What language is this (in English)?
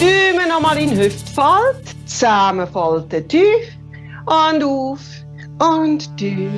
Swiss German